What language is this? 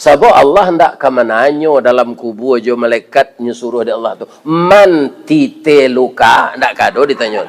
Minangkabau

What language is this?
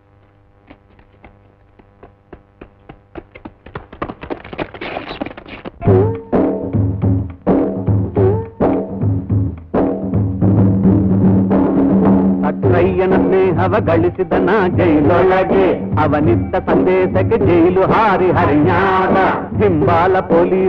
Kannada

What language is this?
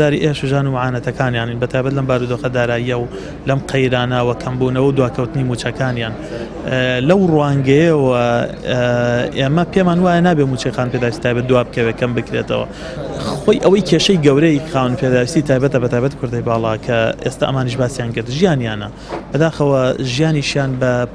Central Kurdish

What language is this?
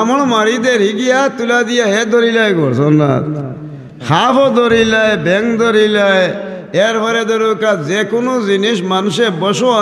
Sylheti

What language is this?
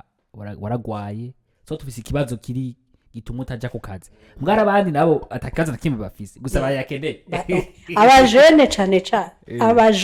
Rundi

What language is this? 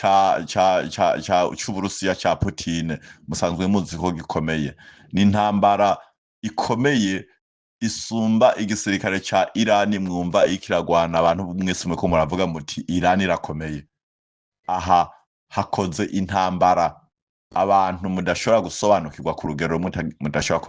Rundi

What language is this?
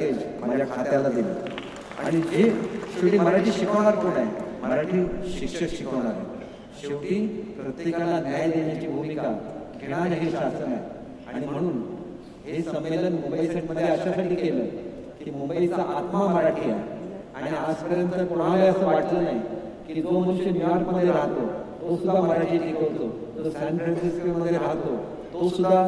Marathi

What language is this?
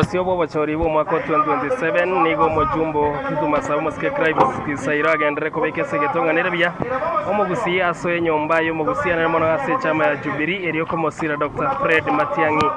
Gusii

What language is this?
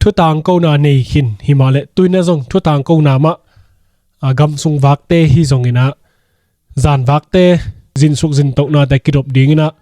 Tedim Chin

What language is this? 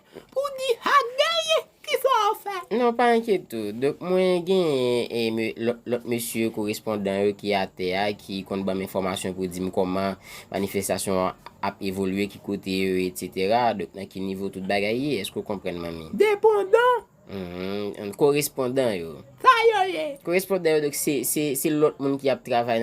Haitian Creole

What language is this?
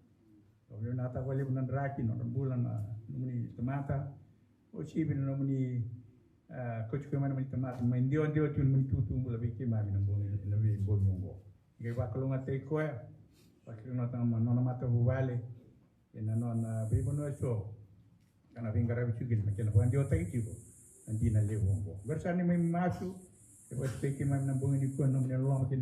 Fijian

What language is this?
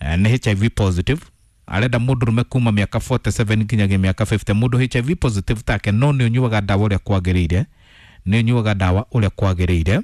Kikuyu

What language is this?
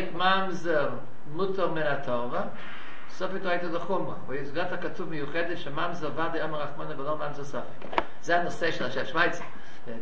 Hebrew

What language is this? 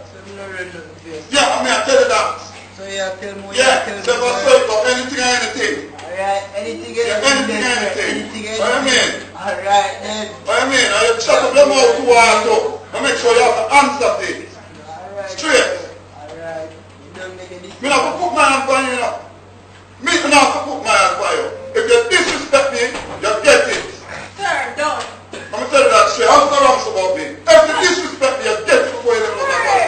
Jamaican Creole English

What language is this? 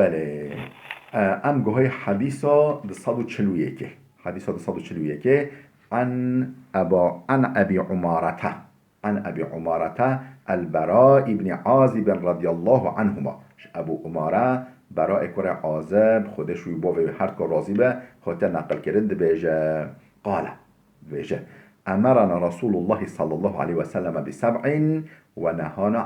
Kurdish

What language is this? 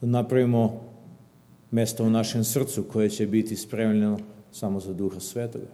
Serbian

